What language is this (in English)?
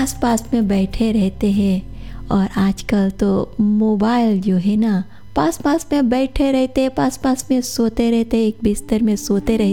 Hindi